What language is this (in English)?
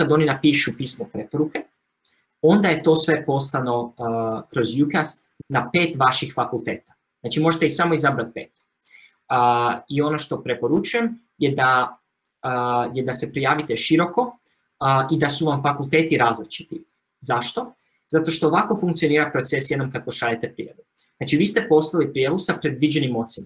Croatian